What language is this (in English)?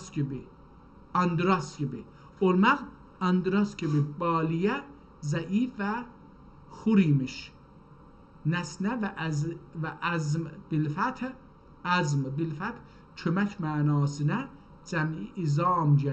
South Azerbaijani